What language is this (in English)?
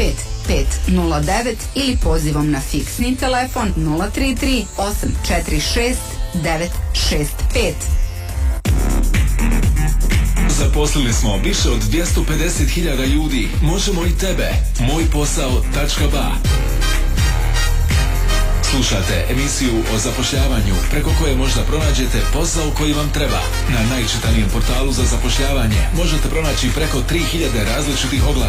Bosnian